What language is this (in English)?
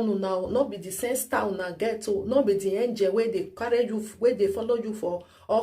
Nigerian Pidgin